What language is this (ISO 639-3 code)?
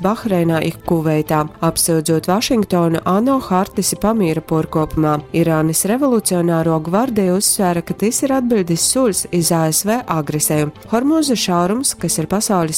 ltg